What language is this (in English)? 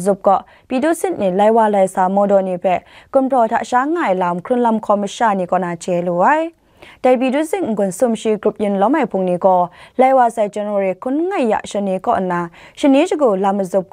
Kachin